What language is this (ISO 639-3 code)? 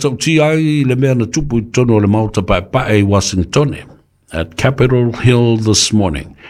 smo